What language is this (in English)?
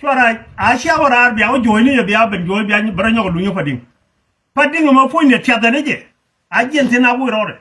Nuer